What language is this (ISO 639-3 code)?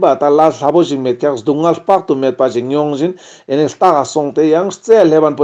lbj